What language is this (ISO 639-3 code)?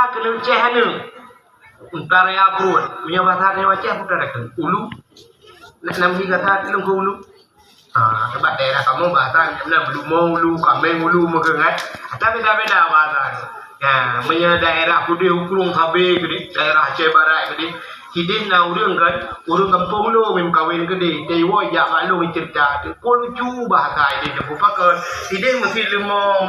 ace